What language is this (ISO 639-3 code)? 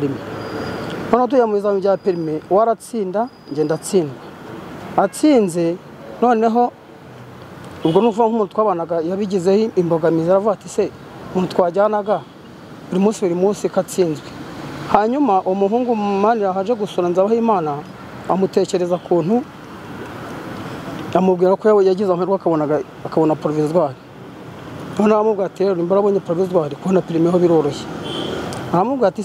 kin